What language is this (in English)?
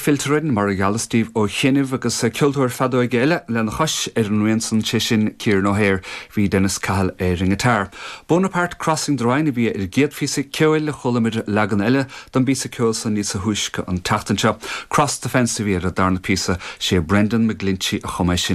Irish